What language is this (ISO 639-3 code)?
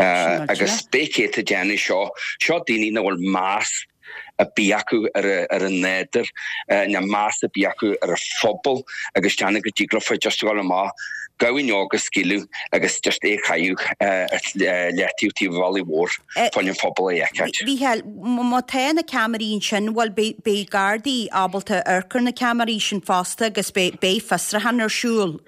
gle